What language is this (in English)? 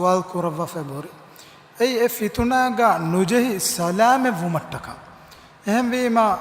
Divehi